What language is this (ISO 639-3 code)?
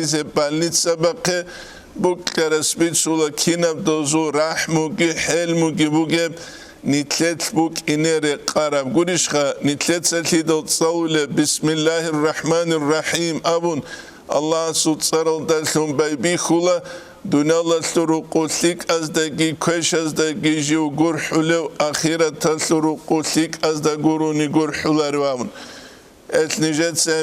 ava